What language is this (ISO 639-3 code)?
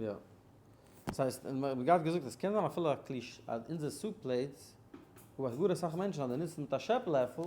yid